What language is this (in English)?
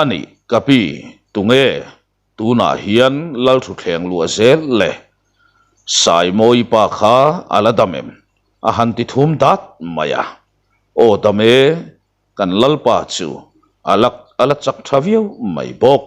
Mizo